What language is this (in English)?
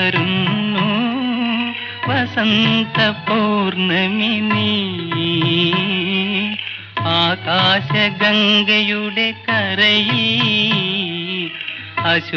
Malayalam